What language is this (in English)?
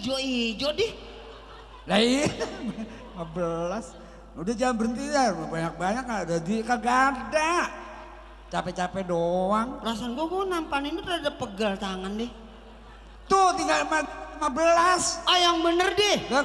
Betawi